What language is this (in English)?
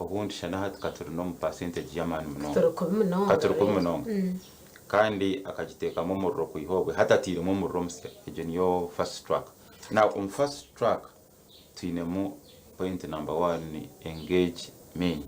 Nyankole